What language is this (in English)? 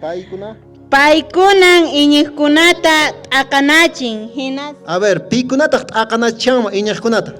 Quechua